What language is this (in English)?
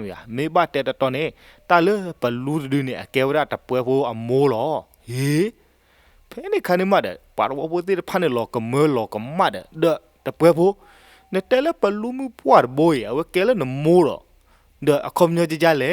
S'gaw Karen